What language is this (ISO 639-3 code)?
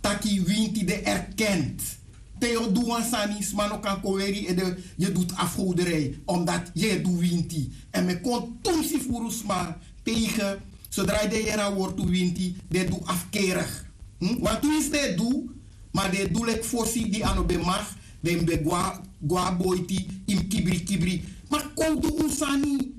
srn